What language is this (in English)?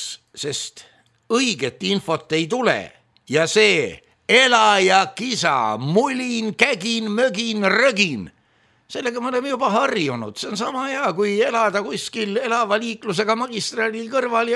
Estonian